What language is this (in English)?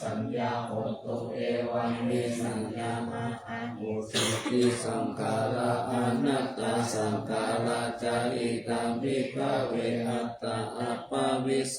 Pali